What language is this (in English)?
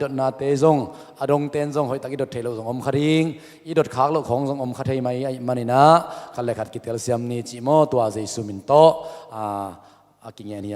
Tedim Chin